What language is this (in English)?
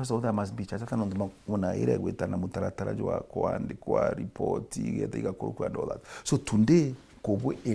Meru